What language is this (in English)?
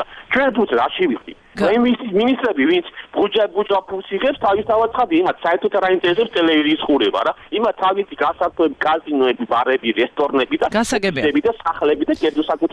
Georgian